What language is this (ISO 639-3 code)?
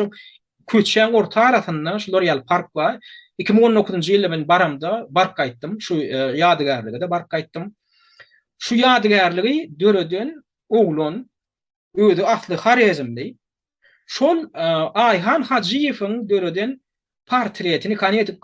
tuk